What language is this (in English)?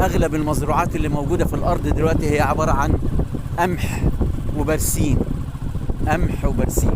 Egyptian Arabic